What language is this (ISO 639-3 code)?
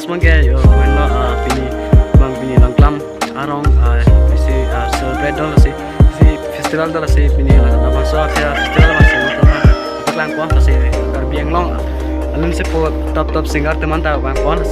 mjw